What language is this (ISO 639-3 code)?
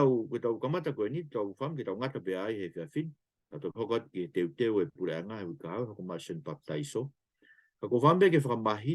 ton